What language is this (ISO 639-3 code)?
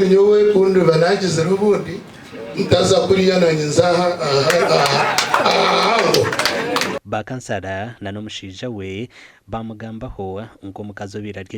nyn